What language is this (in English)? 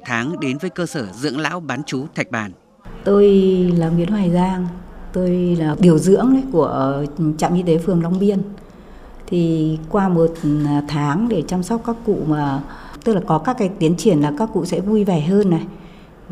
Vietnamese